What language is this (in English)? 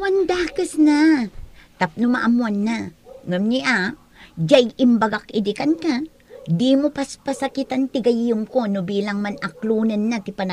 Iloko